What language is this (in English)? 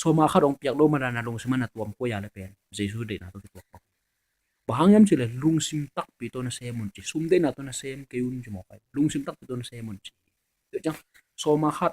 Tedim Chin